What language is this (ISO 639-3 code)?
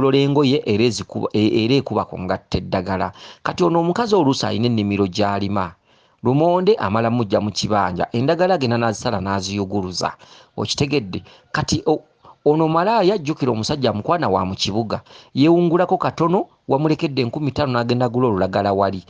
lug